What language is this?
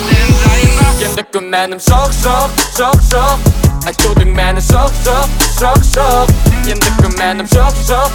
Kazakh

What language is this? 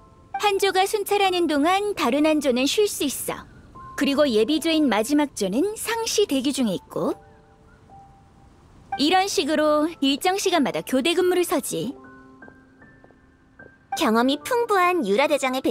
Korean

